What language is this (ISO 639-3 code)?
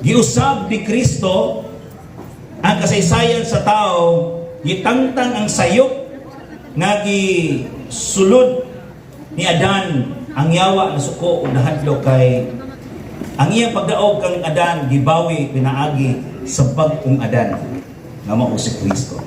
ceb